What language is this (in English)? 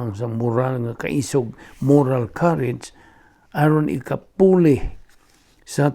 Cebuano